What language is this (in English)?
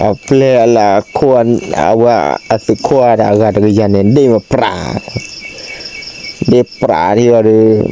S'gaw Karen